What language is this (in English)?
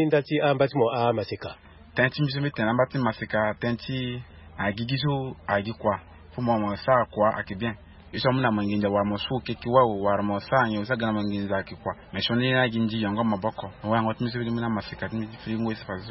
Sango